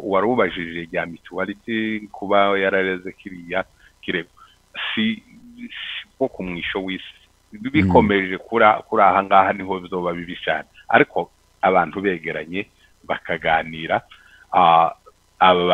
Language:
Kinyarwanda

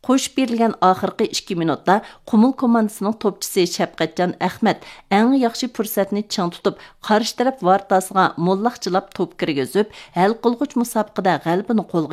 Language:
Uyghur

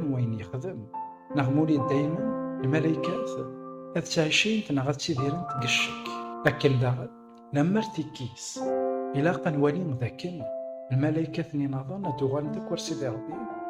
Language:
Kabyle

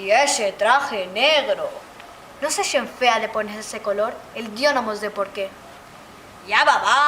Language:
Ladino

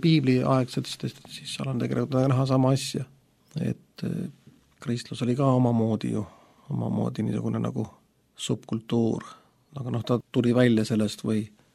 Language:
Estonian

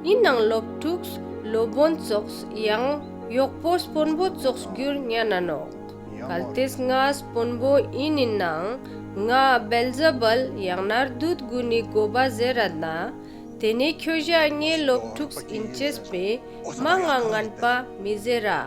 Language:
Ladakhi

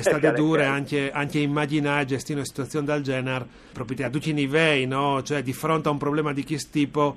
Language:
Friulian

